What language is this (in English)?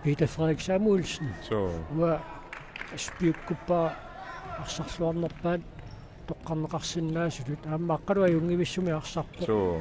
Kalaallisut